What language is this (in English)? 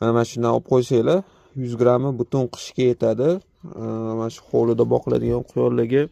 Uzbek